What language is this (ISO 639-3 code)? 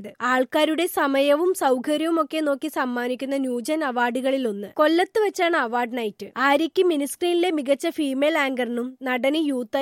mal